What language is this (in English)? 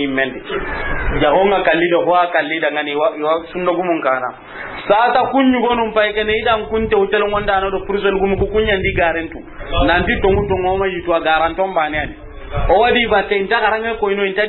Soninke